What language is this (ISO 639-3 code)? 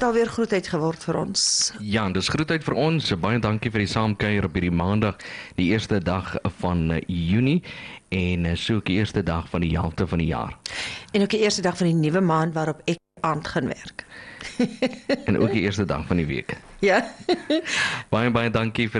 afr